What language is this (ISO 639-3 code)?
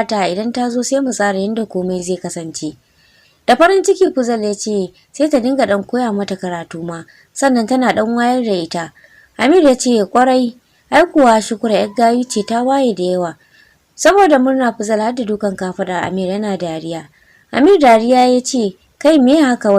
hau